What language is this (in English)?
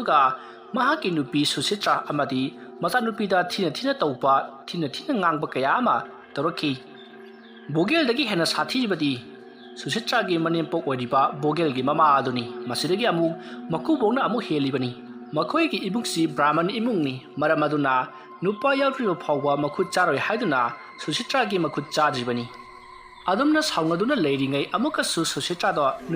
Manipuri